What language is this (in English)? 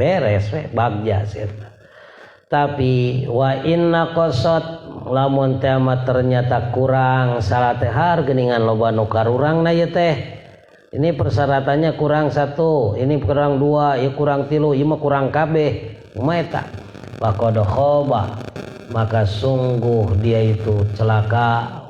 Sundanese